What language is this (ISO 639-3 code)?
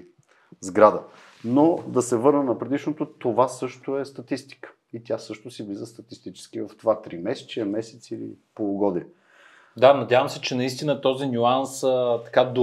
bul